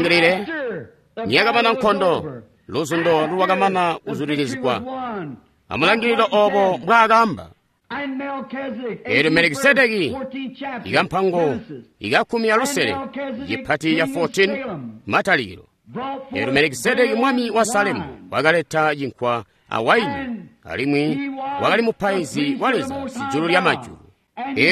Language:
Tonga (Zambia)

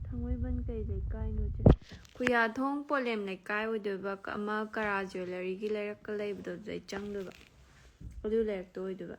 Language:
Manipuri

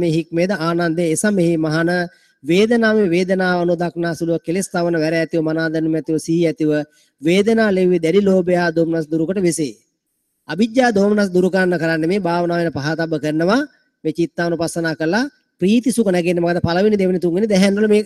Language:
Sinhala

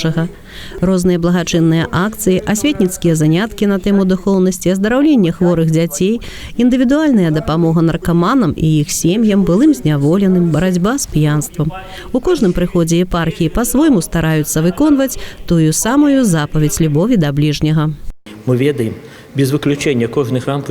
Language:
Belarusian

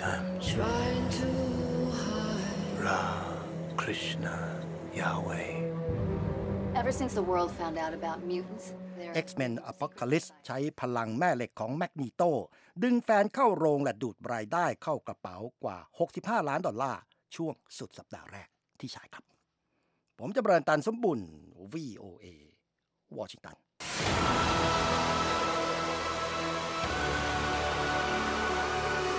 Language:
Thai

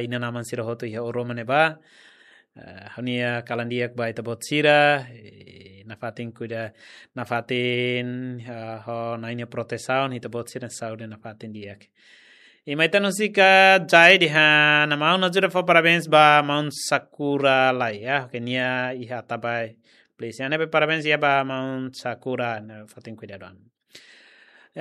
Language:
Tetum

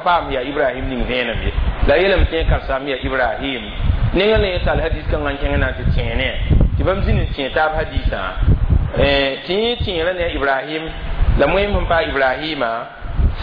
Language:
Mossi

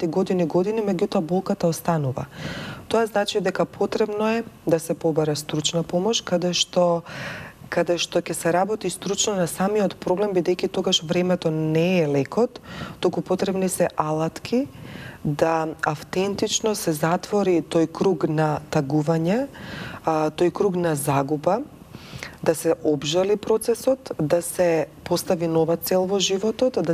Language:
Macedonian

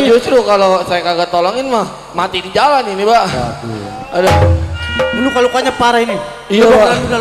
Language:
Betawi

